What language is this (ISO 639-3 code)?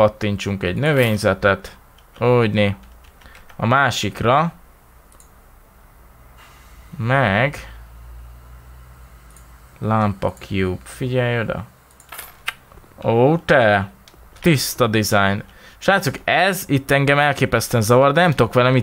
hun